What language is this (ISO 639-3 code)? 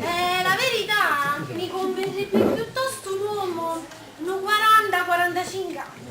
nap